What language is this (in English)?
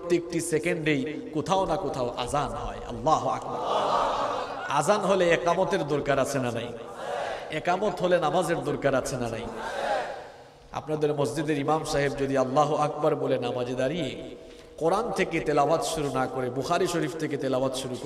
Bangla